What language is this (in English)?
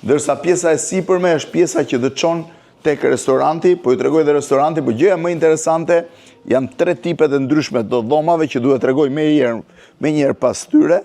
Albanian